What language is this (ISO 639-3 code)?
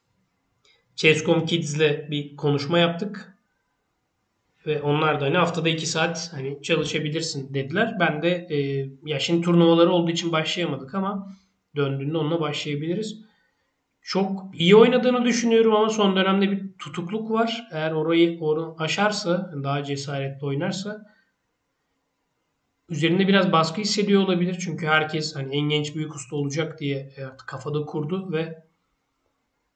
tur